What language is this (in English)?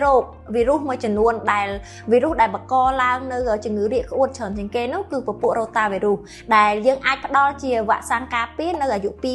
Khmer